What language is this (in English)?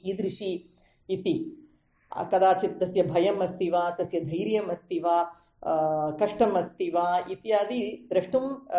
Sanskrit